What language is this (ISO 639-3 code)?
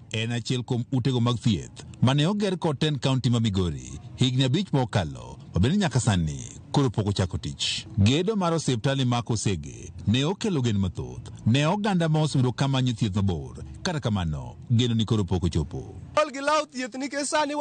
luo